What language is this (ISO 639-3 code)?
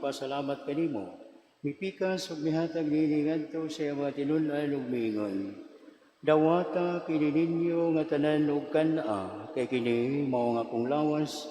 ceb